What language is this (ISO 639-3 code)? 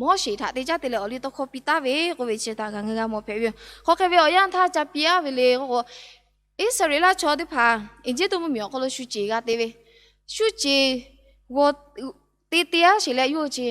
lhu